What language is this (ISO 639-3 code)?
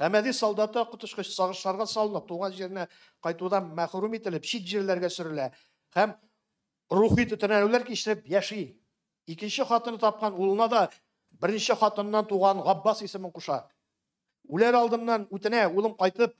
tat